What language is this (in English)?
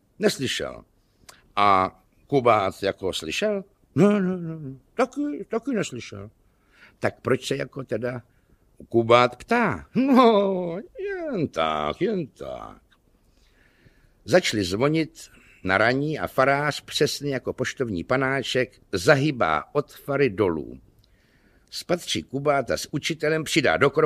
Czech